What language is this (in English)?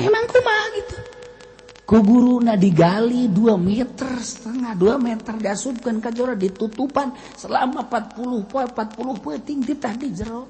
Sundanese